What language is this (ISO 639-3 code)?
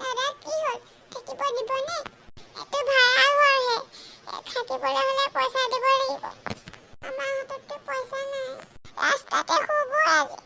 asm